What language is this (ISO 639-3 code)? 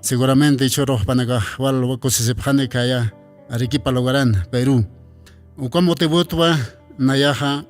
aym